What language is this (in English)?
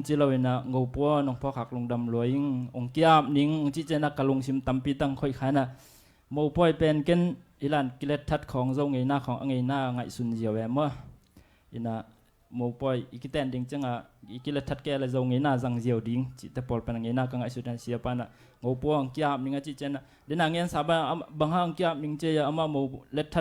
Tedim Chin